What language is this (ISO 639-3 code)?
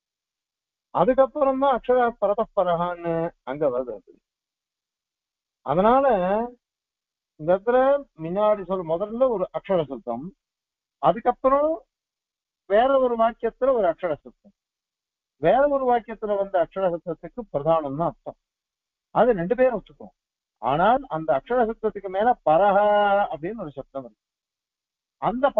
tam